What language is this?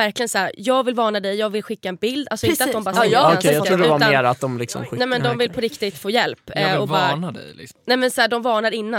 Swedish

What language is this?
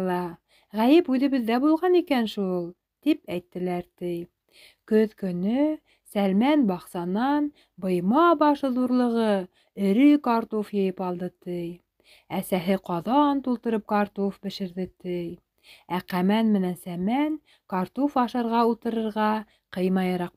Bashkir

